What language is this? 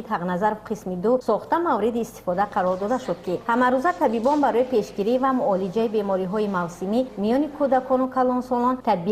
Tajik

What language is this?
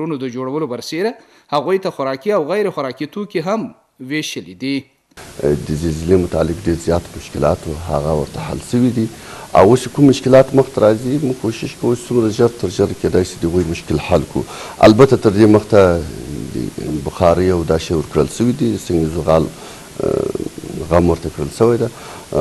Pashto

